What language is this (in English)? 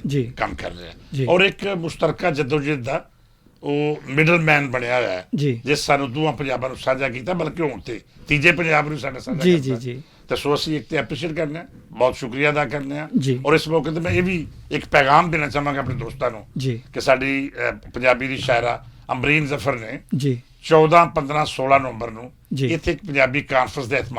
Western Panjabi